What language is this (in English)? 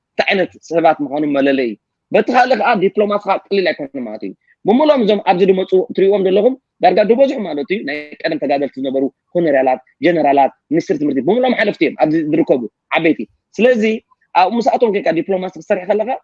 Tigrinya